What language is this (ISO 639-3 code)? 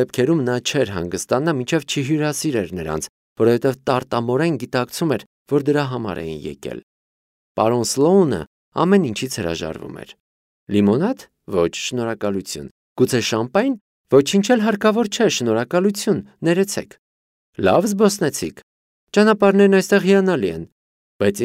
hye